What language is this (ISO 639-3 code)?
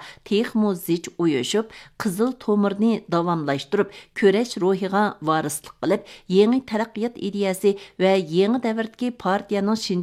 uig